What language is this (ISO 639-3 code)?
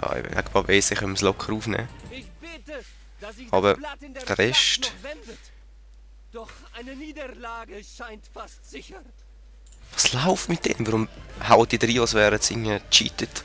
gsw